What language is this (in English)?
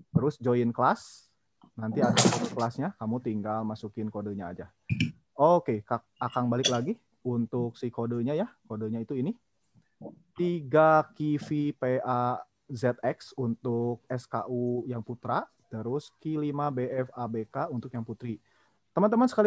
Indonesian